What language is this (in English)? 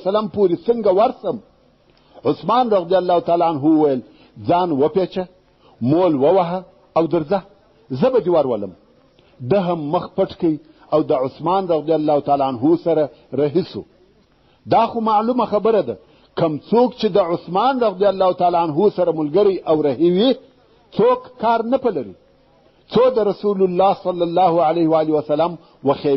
Pashto